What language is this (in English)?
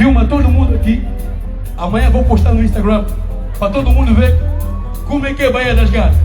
Kabuverdianu